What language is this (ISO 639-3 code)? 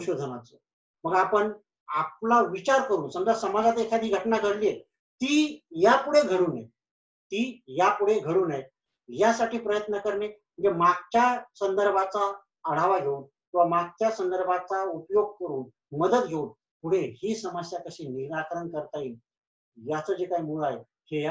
mar